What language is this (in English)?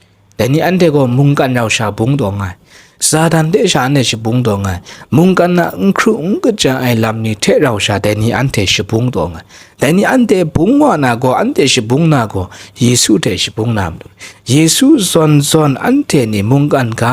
Kachin